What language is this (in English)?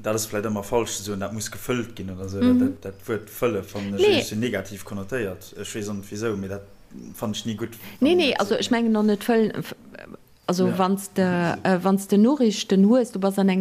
Luxembourgish